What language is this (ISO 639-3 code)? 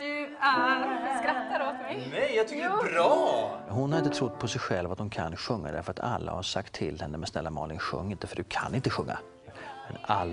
swe